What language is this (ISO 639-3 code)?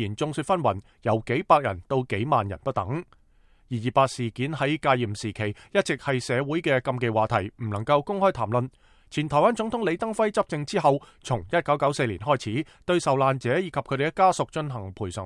yue